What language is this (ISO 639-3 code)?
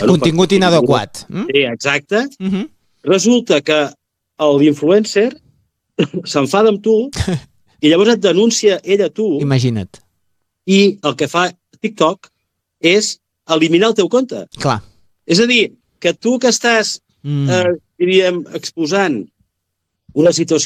cat